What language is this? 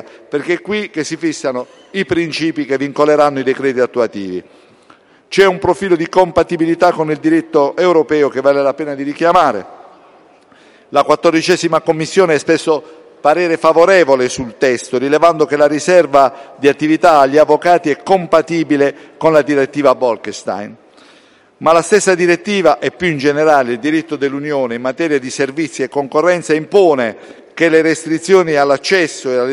Italian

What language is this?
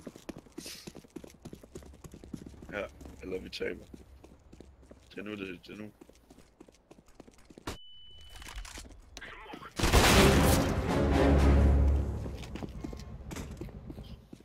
Danish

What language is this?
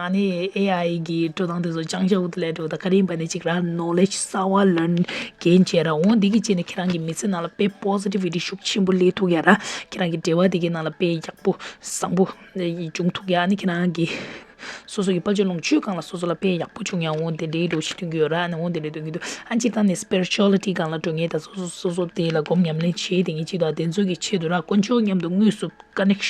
Tibetan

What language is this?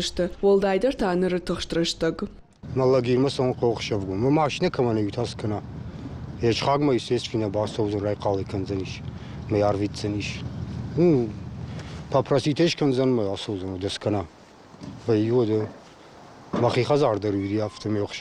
Ossetic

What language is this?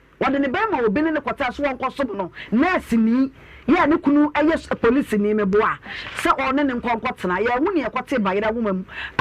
Akan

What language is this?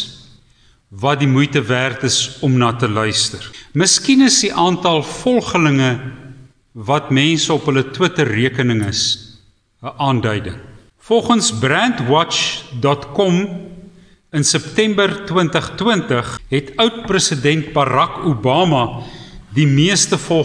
Afrikaans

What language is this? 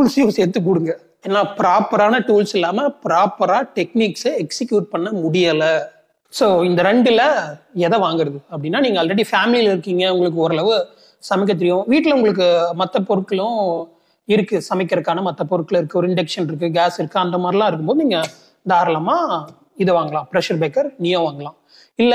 Tamil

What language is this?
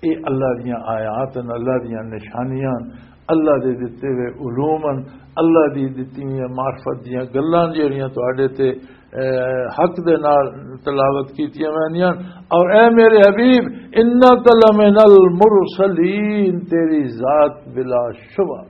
Western Panjabi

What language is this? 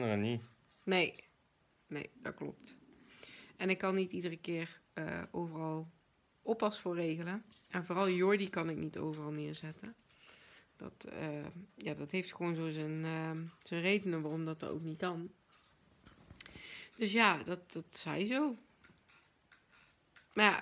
Dutch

